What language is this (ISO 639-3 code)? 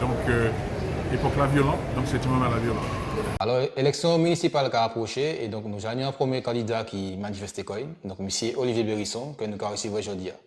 gcf